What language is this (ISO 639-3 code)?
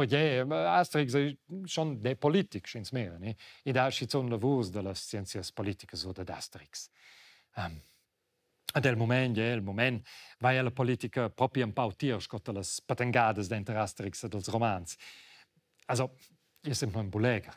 roh